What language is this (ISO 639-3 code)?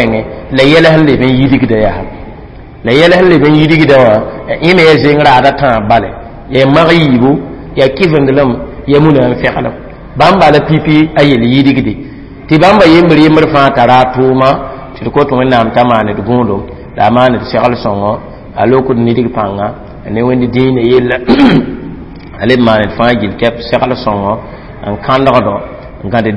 mos